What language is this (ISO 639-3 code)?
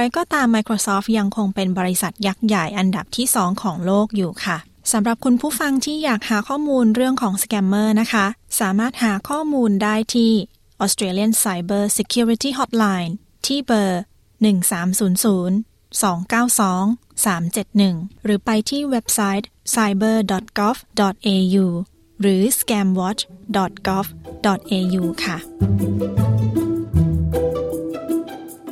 tha